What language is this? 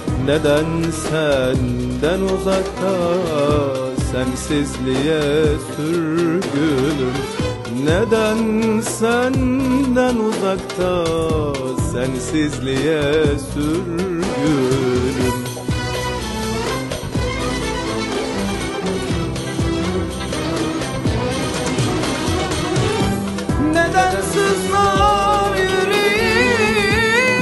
Turkish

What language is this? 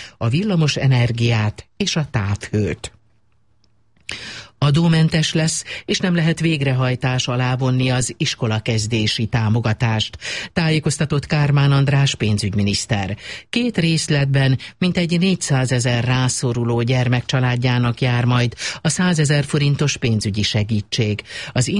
Hungarian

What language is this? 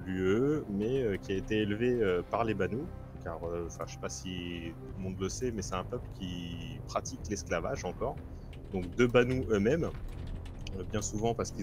French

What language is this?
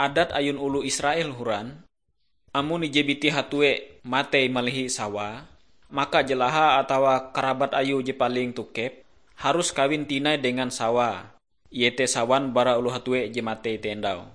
Ngaju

